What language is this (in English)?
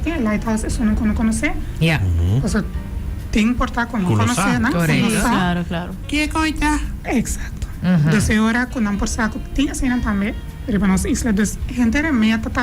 Papiamento